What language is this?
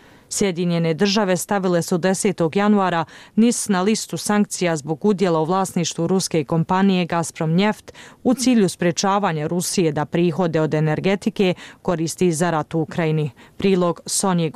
Bosnian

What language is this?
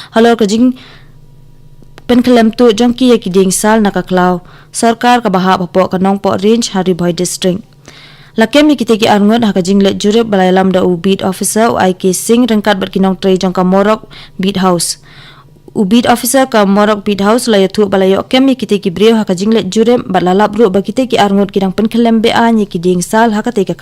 Khasi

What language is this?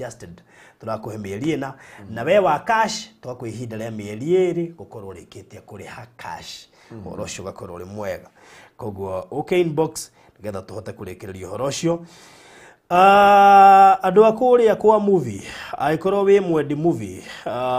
Kikuyu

